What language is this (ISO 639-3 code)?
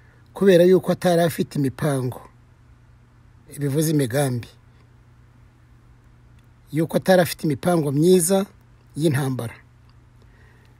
kin